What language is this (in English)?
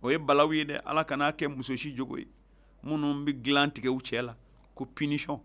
Bambara